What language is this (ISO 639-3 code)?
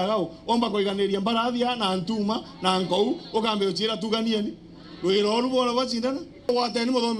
mer